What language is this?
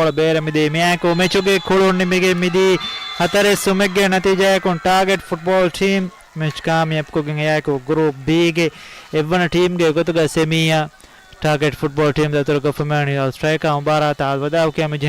Divehi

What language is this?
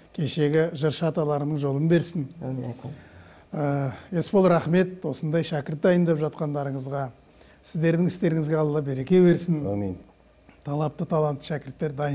Kazakh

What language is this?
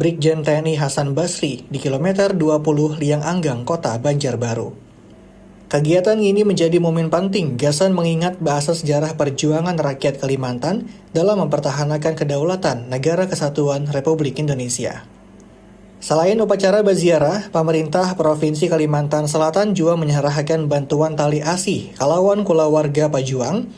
Banjar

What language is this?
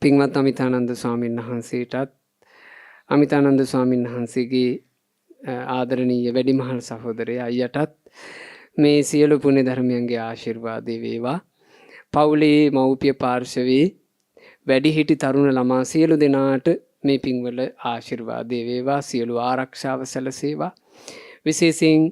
Sinhala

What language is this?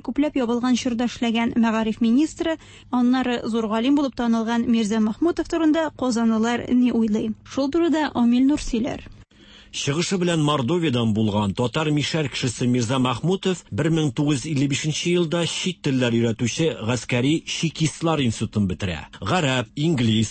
Tatar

